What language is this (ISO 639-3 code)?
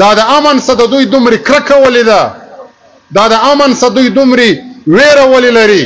pus